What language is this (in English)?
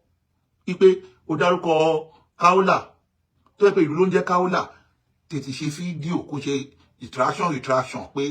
Yoruba